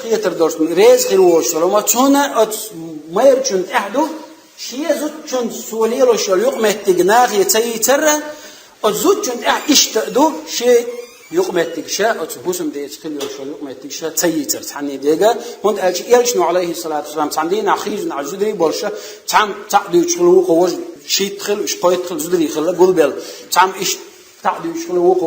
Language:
Chechen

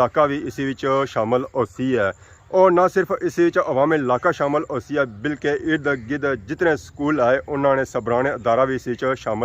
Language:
Pahari-Potwari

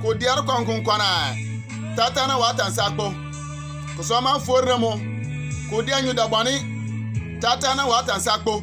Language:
Bimoba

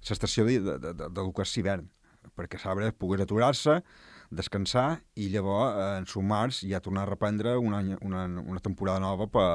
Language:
Catalan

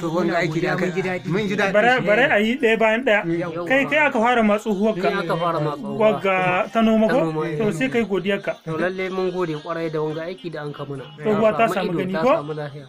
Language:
Hausa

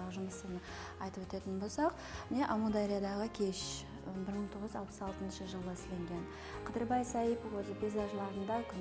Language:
Kara-Kalpak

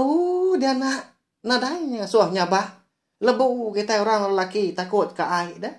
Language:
Iban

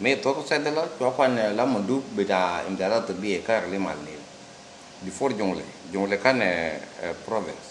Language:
Nuer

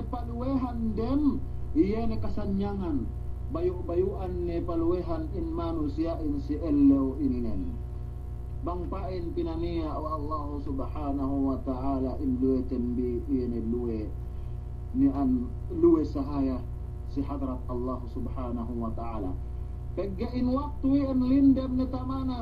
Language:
Yakan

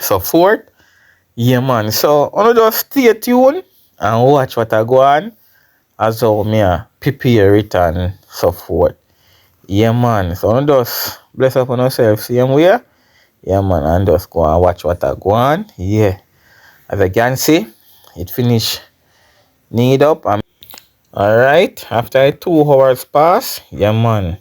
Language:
Jamaican Creole English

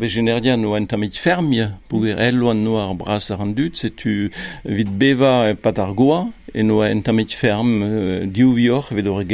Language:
Breton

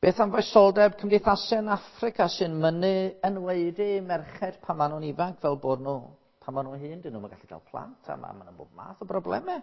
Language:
Welsh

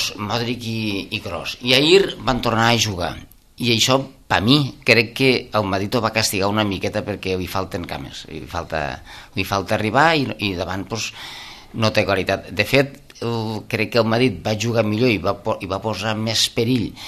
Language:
Catalan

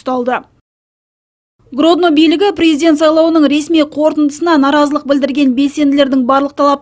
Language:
Kazakh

